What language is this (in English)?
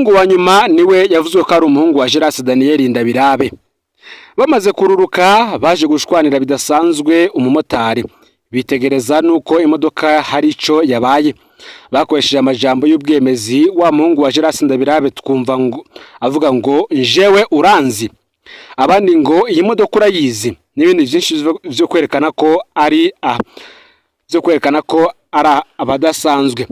Rundi